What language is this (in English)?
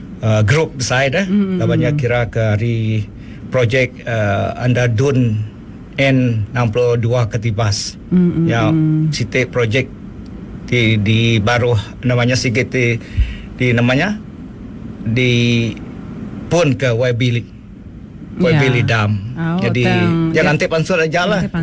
Malay